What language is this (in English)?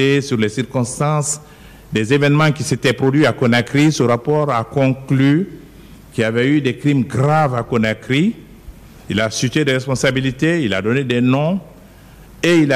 French